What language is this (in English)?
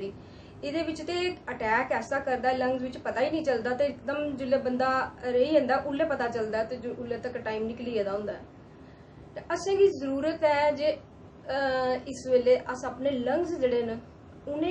Dogri